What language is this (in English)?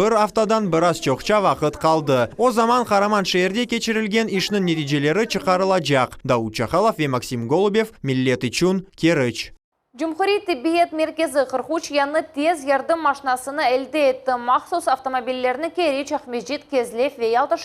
Crimean Tatar